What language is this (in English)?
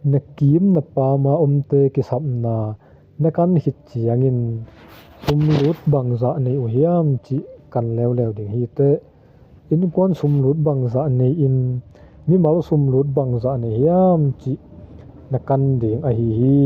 Tedim Chin